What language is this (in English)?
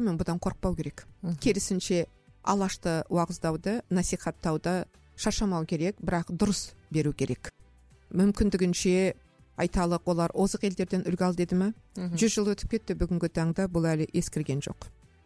Kazakh